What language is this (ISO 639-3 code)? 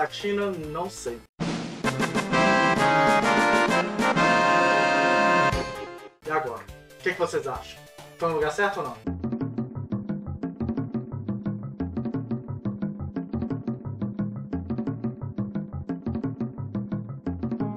por